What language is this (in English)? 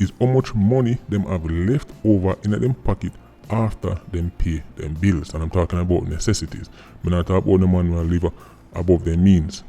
Jamaican Creole English